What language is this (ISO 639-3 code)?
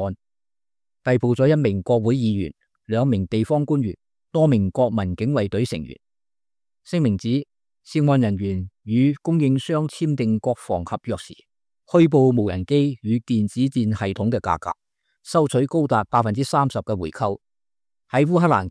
yue